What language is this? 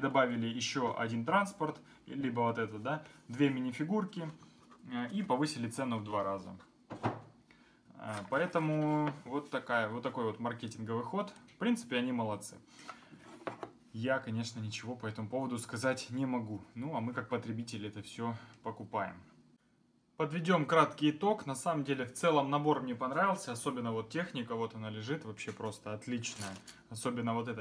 Russian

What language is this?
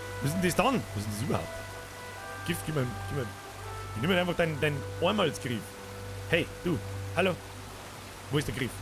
Bavarian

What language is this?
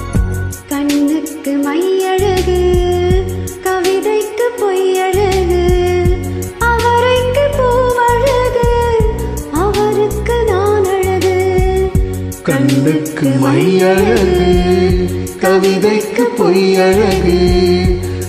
Tamil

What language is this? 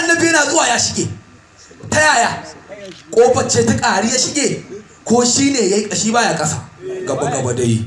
Hausa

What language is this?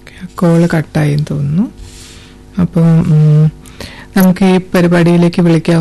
Malayalam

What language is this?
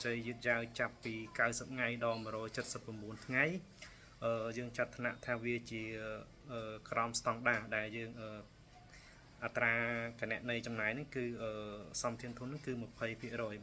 Khmer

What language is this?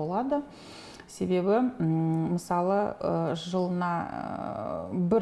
Kazakh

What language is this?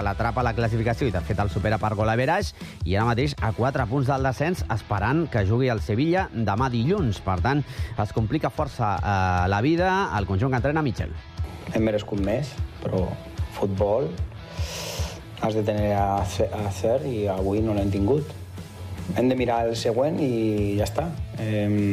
Catalan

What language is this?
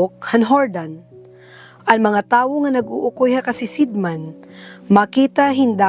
Waray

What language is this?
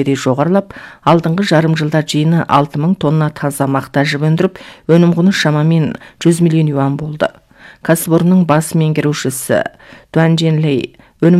Kazakh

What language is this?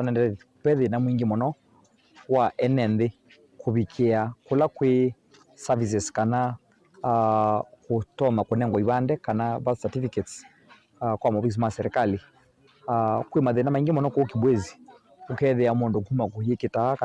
Kamba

